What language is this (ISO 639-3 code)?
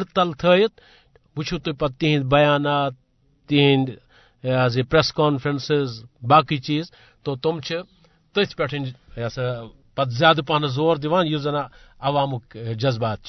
kas